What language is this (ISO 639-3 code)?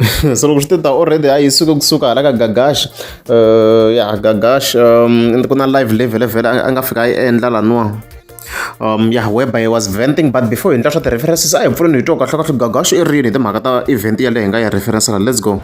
tso